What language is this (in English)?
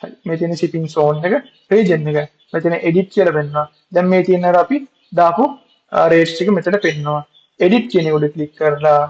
Sinhala